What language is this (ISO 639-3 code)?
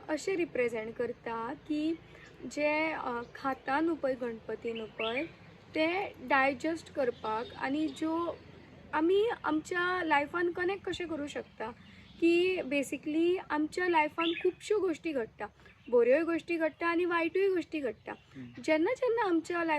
kok